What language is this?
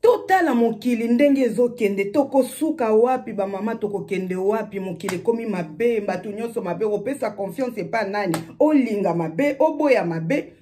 Lingala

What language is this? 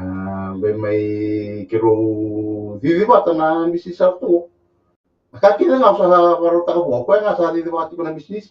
Fijian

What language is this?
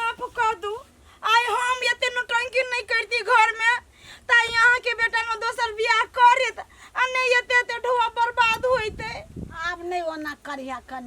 Maithili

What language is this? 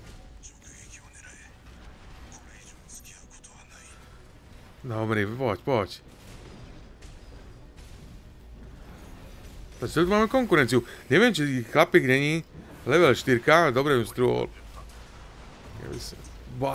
Slovak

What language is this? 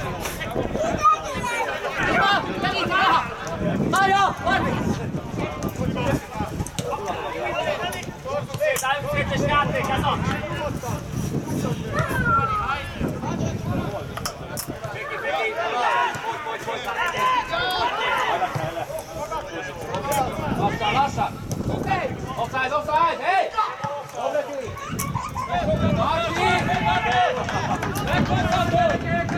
Hungarian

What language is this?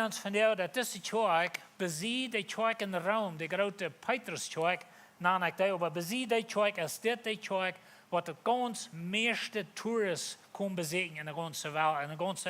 Plautdietsch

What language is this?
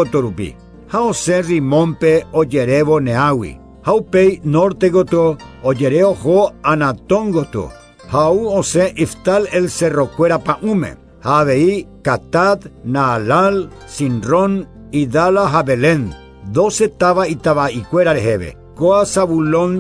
Guarani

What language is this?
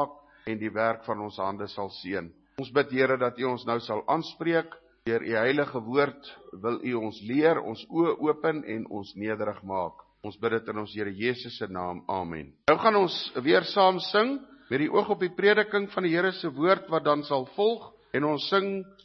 Afrikaans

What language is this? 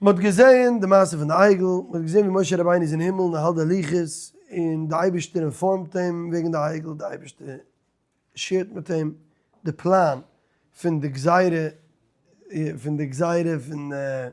Yiddish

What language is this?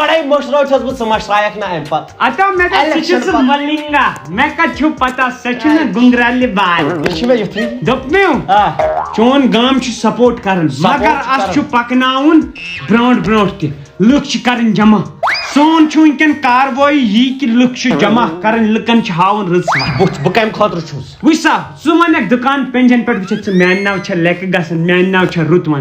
Kashmiri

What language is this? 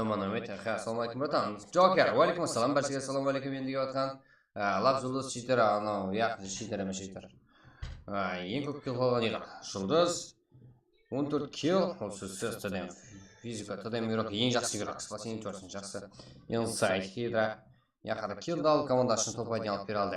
Kara-Kalpak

